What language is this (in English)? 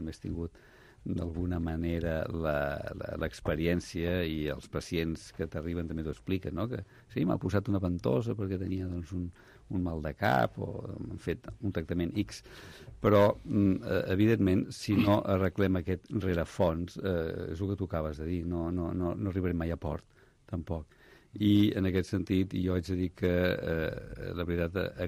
Catalan